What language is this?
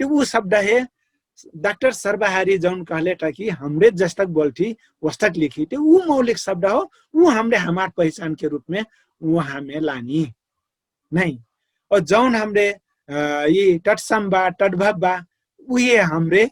Dangaura Tharu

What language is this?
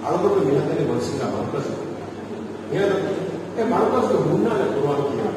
Divehi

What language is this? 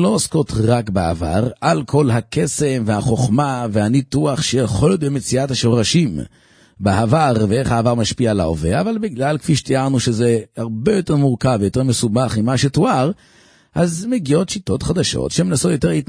Hebrew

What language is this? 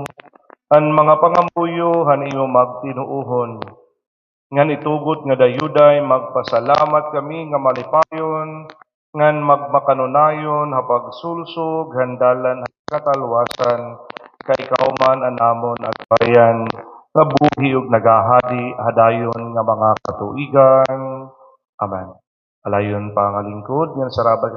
Waray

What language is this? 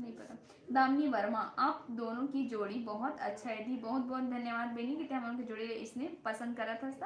Chhattisgarhi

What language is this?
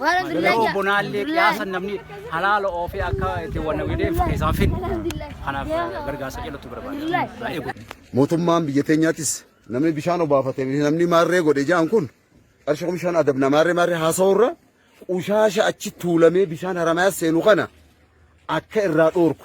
Oromo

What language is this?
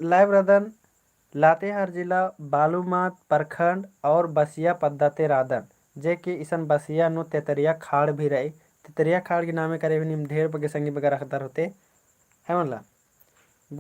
Kurukh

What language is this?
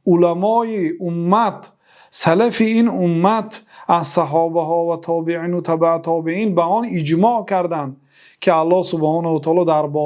Persian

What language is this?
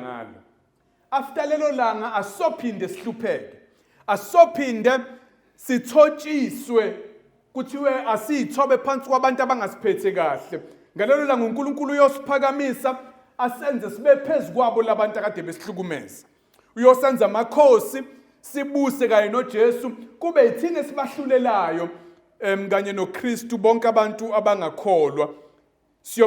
Zulu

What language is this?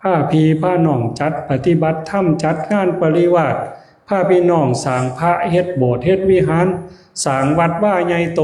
Northeastern Thai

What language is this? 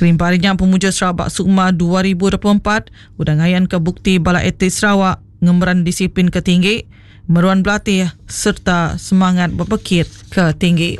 Iban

